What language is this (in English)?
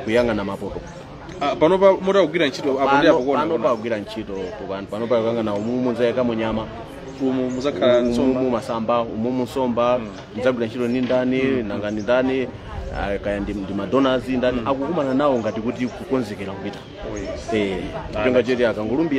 Nyanja